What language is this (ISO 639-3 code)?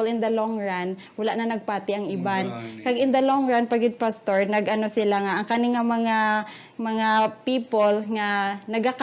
hil